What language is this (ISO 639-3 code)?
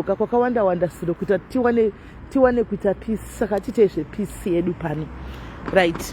sna